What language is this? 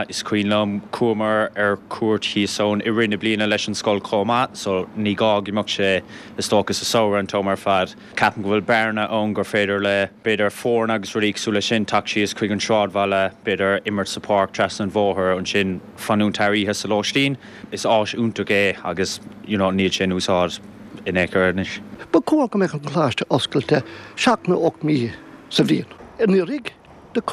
Irish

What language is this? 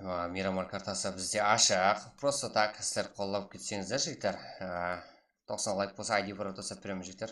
Kara-Kalpak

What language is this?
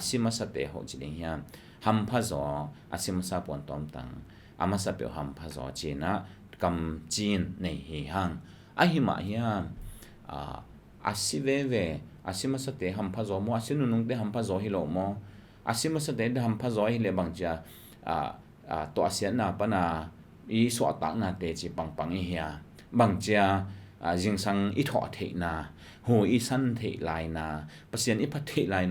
Tedim Chin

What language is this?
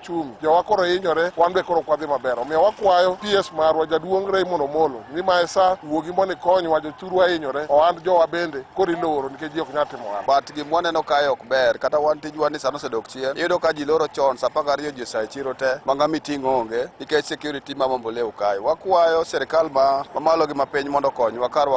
Luo (Kenya and Tanzania)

